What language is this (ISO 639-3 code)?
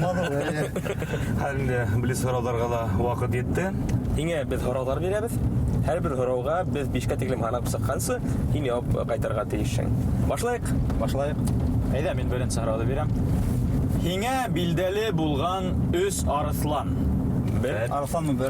bak